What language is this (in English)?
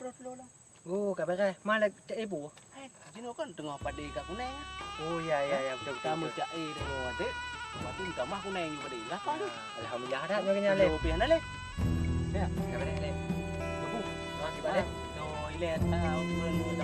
Achinese